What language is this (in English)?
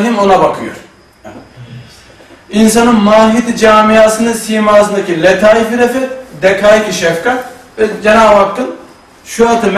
Turkish